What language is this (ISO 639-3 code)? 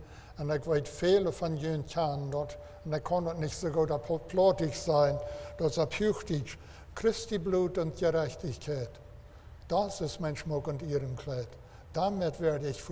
pdt